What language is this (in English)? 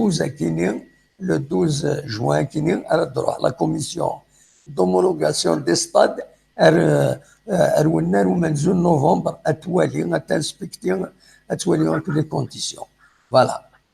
Kabyle